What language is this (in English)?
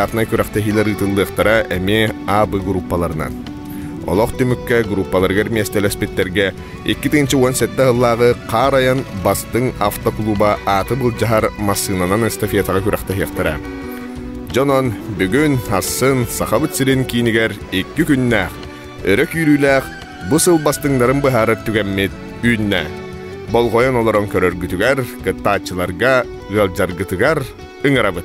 Yakut